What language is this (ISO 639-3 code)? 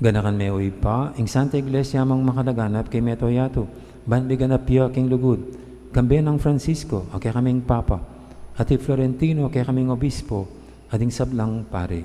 pam